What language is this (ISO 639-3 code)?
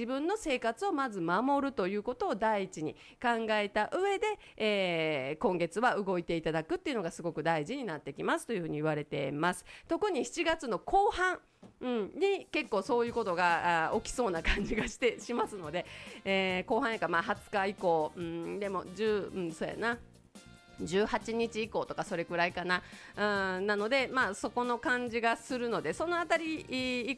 jpn